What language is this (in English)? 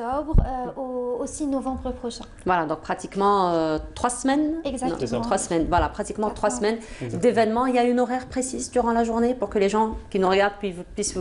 French